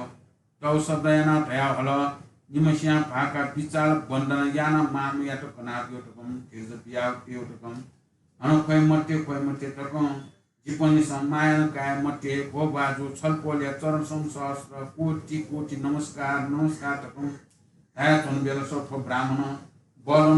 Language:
Newari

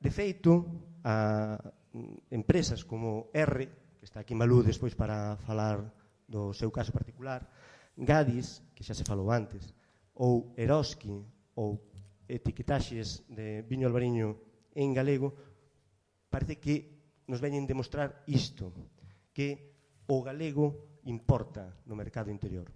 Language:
Galician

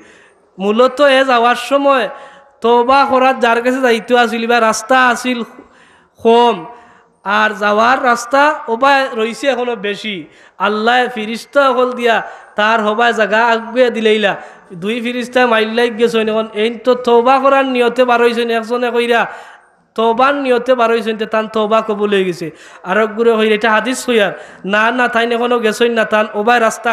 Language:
Sylheti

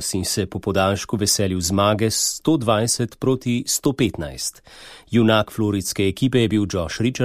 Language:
Slovenian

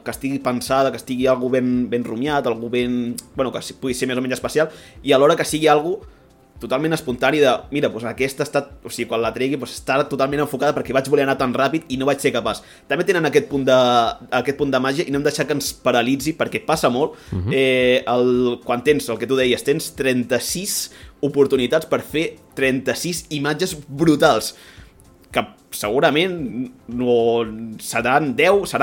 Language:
Catalan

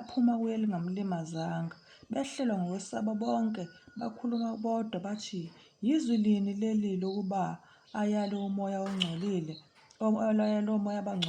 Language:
Zulu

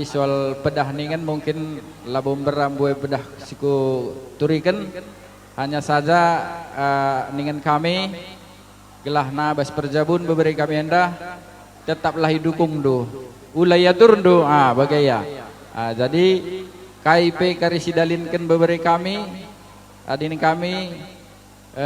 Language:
Batak Karo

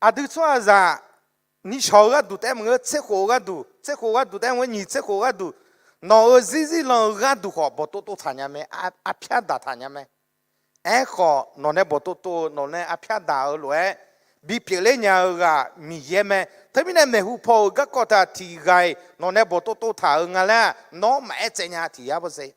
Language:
Akha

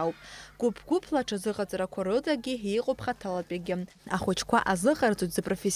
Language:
Abkhazian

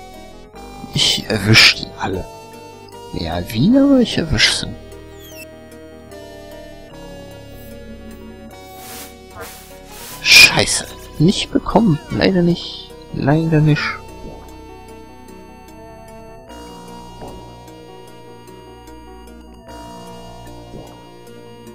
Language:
German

